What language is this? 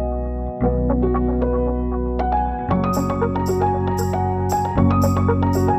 Russian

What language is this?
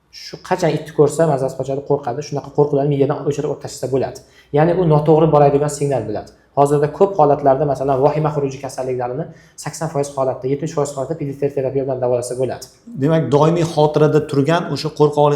Uzbek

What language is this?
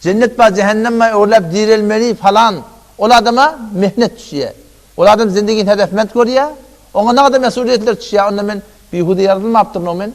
Turkmen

